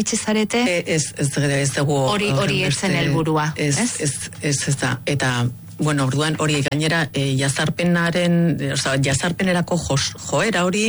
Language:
Basque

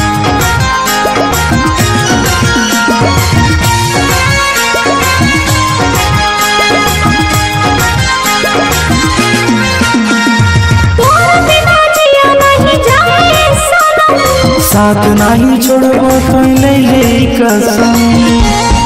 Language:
Bhojpuri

